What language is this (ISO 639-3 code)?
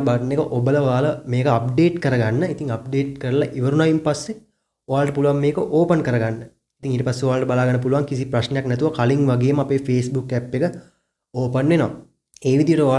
sin